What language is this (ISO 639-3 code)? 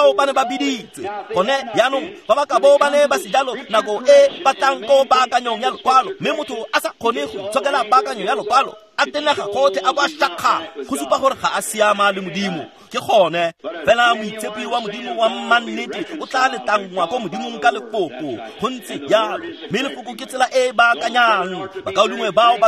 tsn